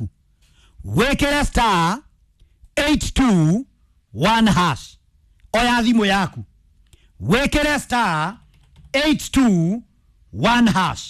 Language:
Kikuyu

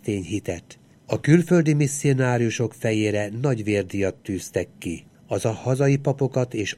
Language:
Hungarian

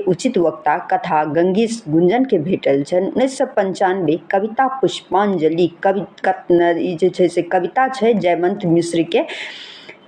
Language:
Maithili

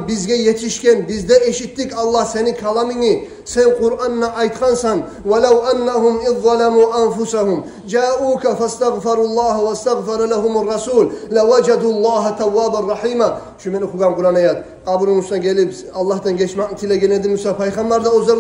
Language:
Kumyk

